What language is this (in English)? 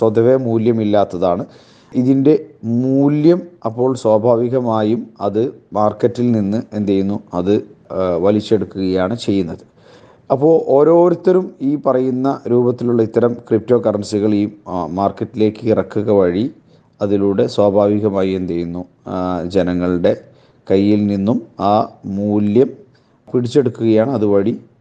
Malayalam